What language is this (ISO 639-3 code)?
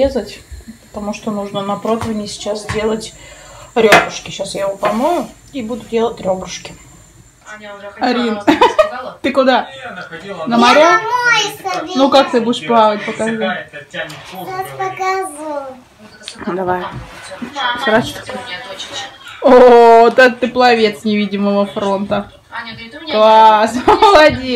rus